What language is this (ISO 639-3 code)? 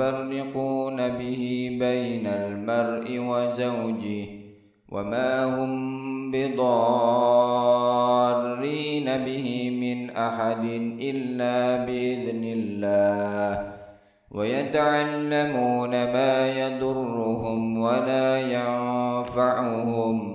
ara